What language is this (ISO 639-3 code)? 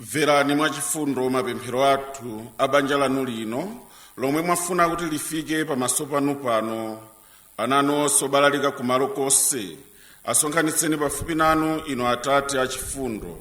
nya